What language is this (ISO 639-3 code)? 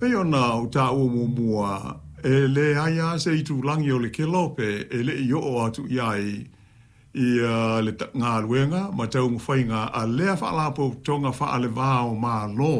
smo